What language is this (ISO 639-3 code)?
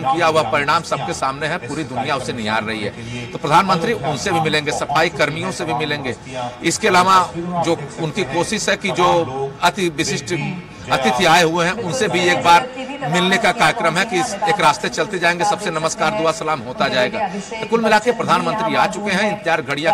hin